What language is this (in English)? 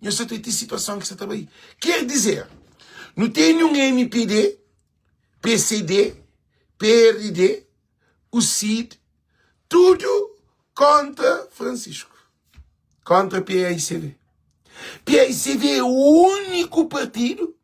Kabuverdianu